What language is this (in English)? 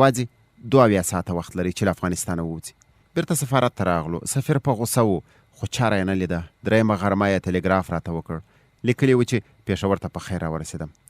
Pashto